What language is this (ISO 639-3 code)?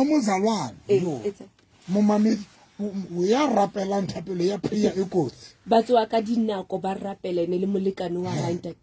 sot